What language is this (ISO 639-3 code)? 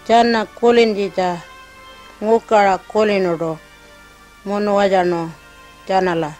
pjt